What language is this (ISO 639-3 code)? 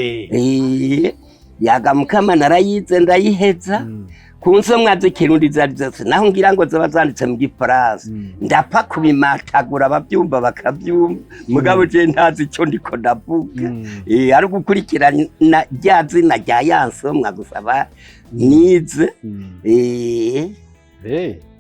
run